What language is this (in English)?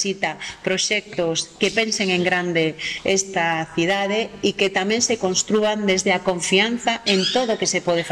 Galician